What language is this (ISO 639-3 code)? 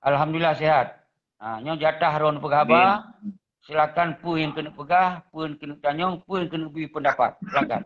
ace